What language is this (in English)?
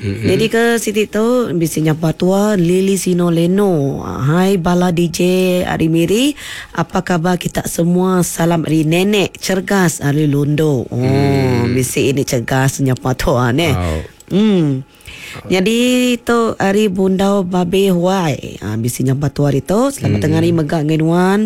Iban